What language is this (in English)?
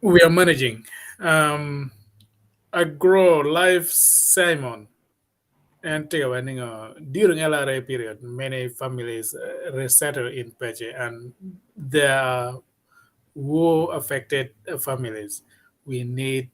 Acoli